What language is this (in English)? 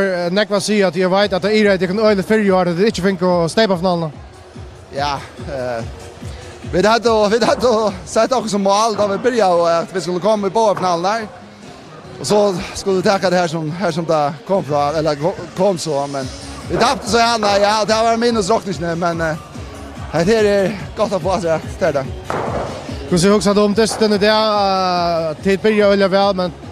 Faroese